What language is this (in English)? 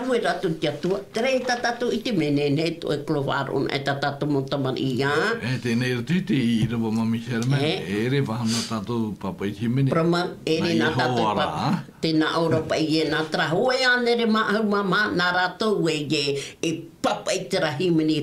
Tahitian